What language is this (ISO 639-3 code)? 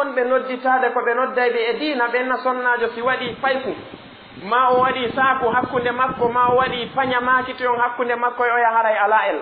ful